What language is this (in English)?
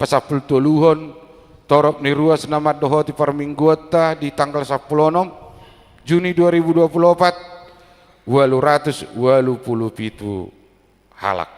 Batak Toba